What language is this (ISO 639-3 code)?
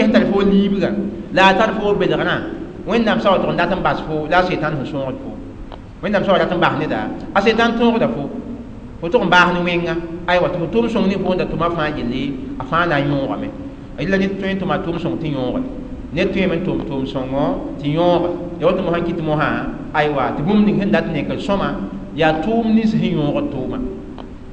mos